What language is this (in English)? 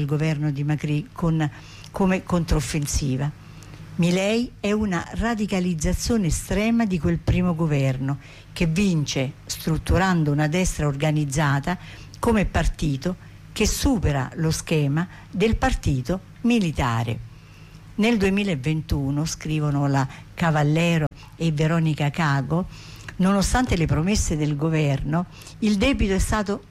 Italian